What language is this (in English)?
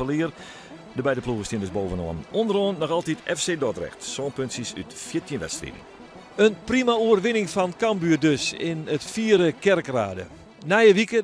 Western Frisian